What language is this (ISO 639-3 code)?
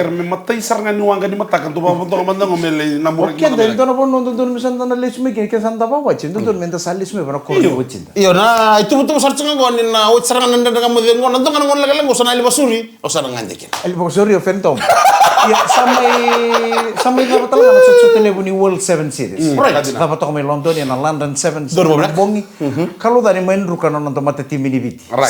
fij